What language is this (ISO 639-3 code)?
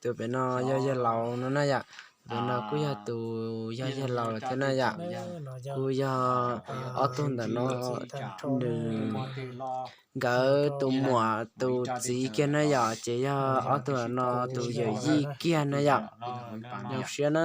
hmn